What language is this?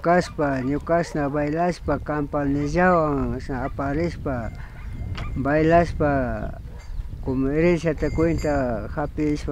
Imbabura Highland Quichua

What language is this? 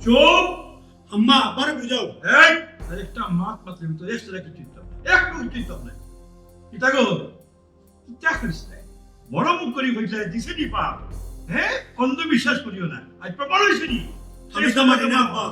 Sylheti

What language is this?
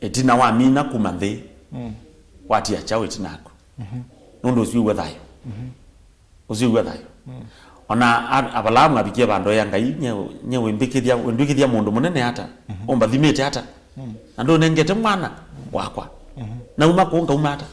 Kamba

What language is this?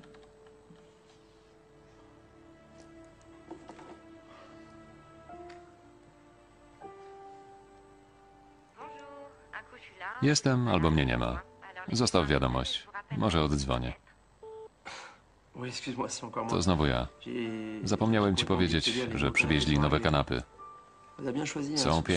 Polish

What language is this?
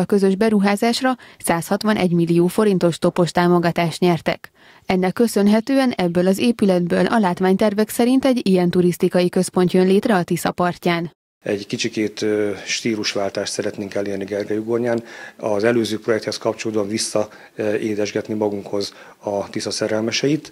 Hungarian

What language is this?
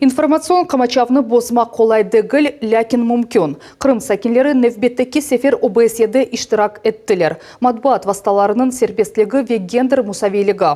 Crimean Tatar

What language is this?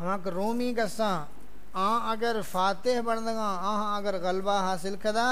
Saraiki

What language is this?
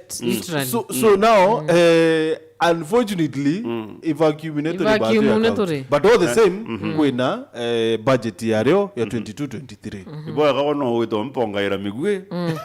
Meru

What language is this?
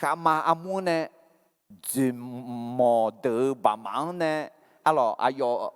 Akha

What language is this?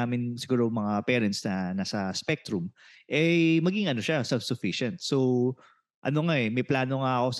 Filipino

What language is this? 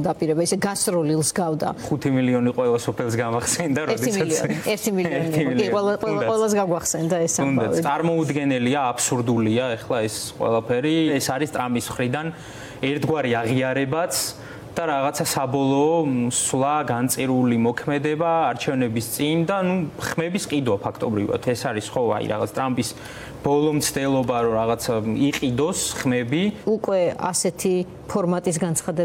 Georgian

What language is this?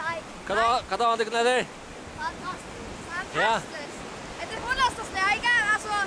Faroese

